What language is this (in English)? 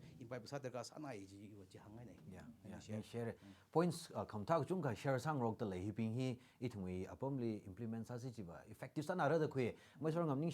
Tangkhul Naga (India)